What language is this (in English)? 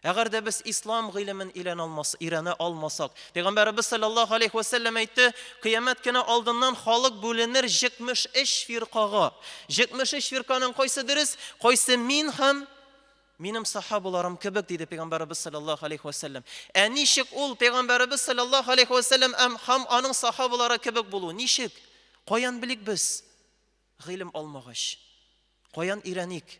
Tatar